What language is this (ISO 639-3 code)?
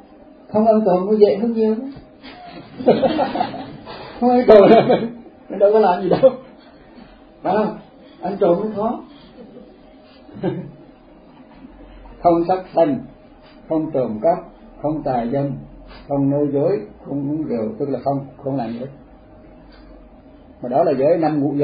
vie